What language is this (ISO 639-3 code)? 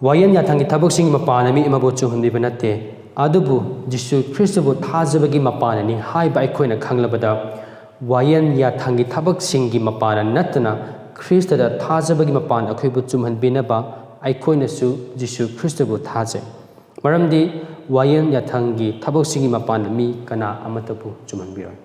mni